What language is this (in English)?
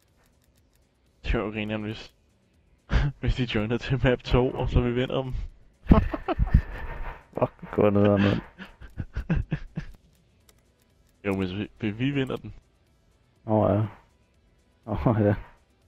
Danish